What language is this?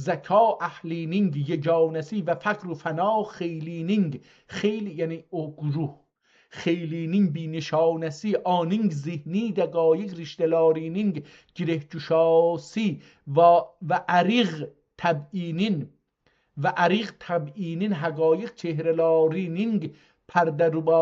South Azerbaijani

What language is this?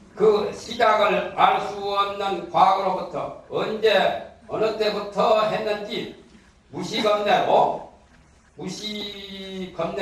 Korean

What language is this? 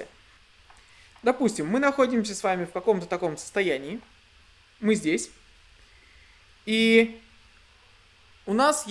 Russian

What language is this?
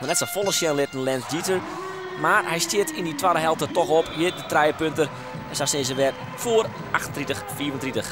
Western Frisian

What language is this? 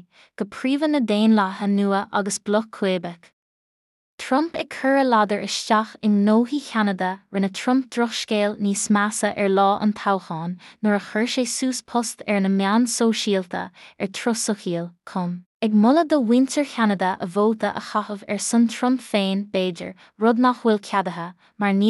Irish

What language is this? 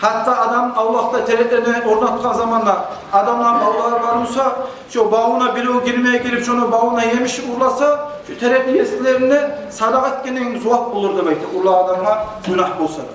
Kumyk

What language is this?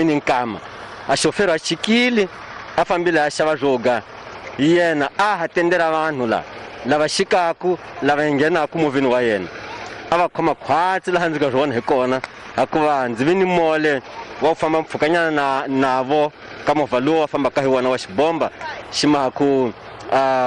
Tsonga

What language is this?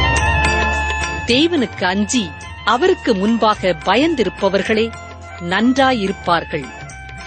Tamil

